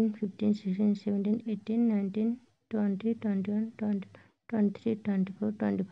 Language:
Nepali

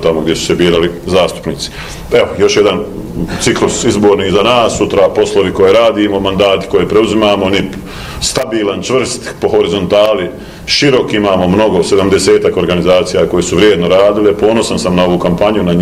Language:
Bosnian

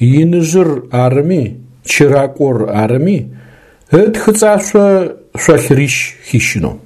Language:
Adyghe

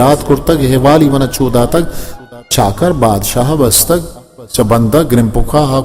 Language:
Eastern Balochi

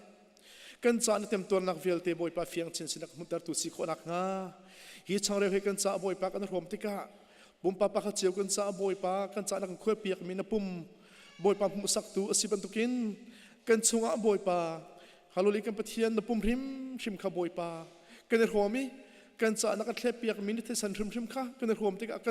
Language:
Hakha Chin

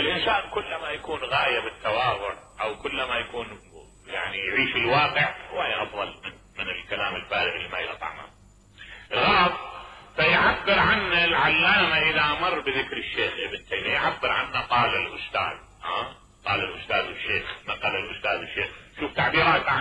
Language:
Mesopotamian Arabic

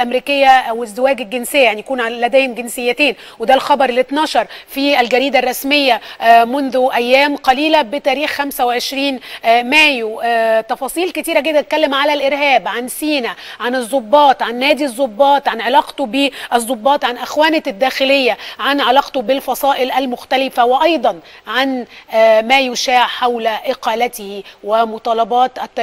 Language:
Egyptian Arabic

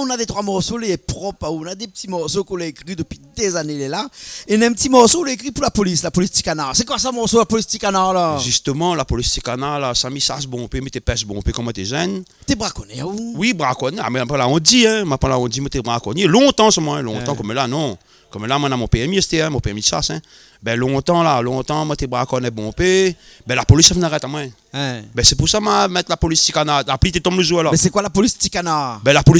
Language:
Réunion Creole French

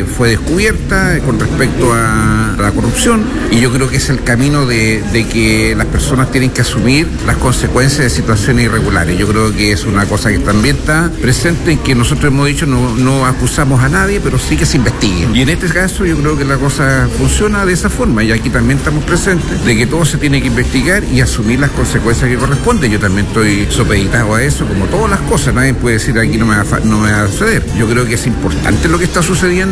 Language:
Spanish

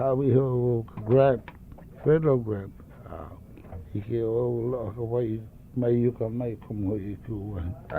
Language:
Hawaiian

